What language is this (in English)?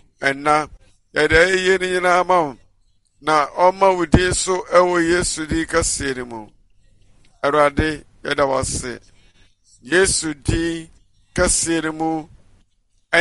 Akan